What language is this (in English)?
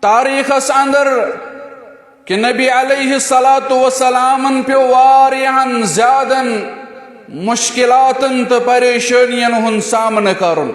Kashmiri